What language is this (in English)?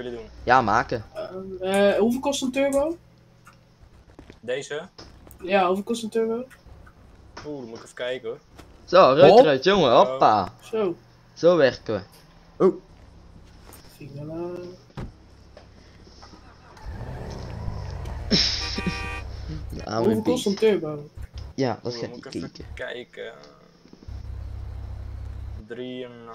Dutch